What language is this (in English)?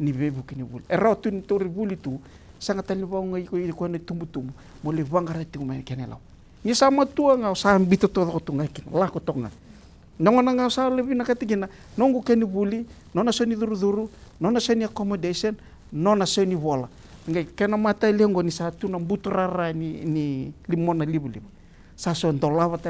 Fijian